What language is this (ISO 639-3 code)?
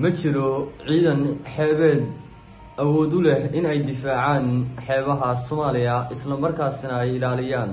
som